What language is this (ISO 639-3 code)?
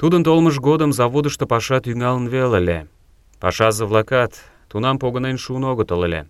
chm